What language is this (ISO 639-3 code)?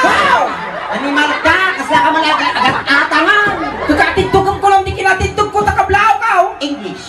ilo